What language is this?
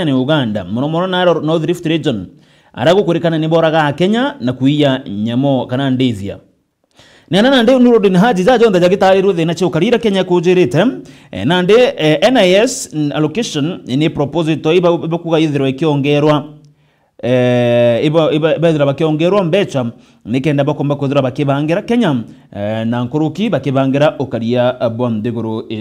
Meru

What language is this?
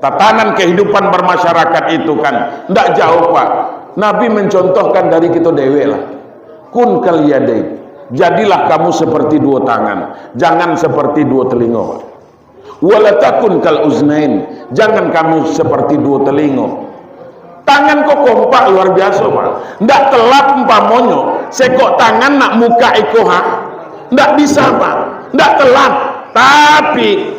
Minangkabau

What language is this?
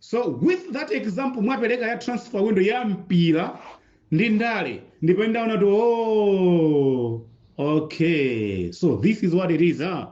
Nyanja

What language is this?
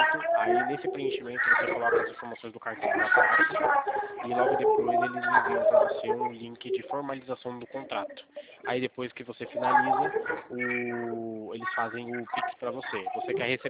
Portuguese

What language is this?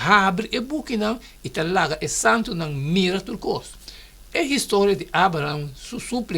Papiamento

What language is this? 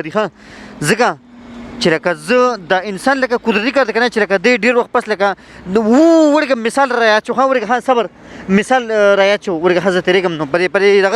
Pashto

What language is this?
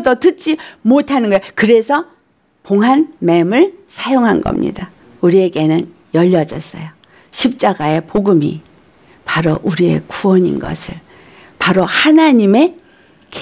Korean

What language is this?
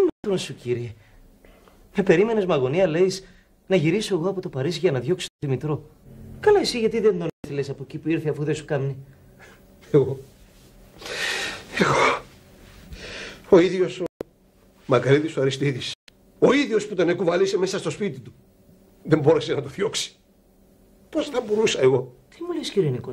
Greek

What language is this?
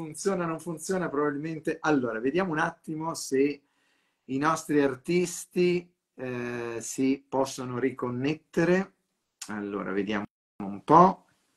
Italian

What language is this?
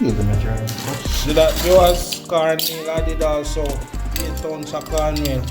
Jamaican Creole English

